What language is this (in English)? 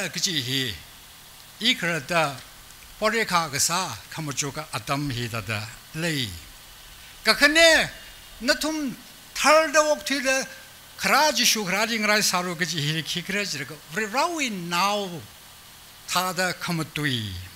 Tangkhul Naga (India)